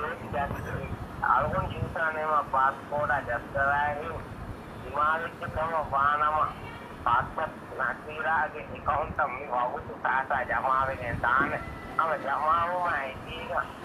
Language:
Divehi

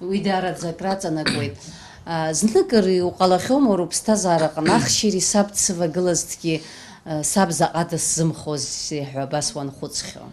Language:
Abkhazian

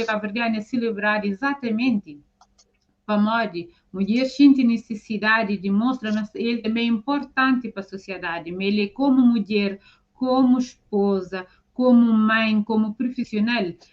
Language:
Kabuverdianu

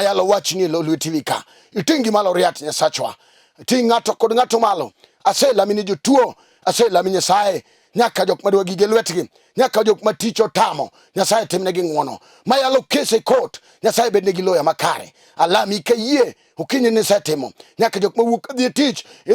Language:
Luo (Kenya and Tanzania)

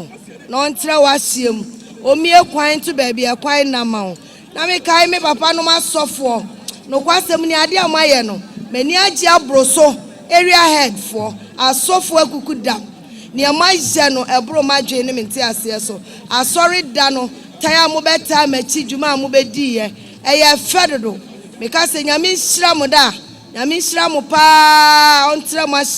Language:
Akan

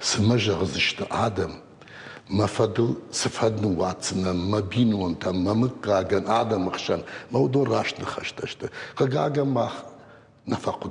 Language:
Ossetic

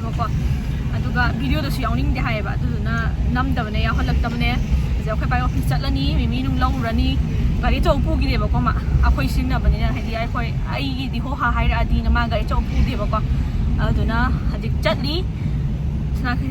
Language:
Manipuri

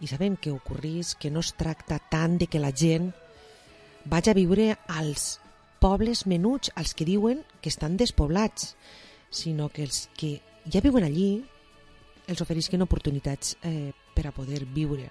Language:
Catalan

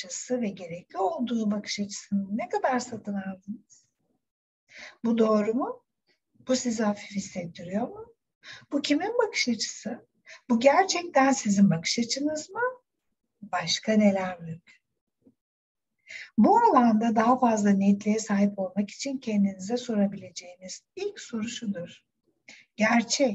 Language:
Turkish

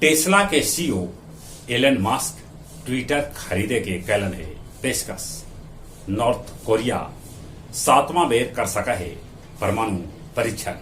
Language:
Magahi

